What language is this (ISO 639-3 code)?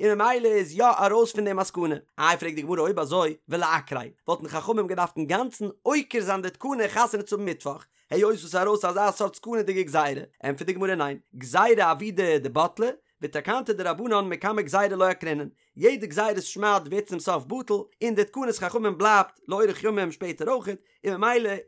yid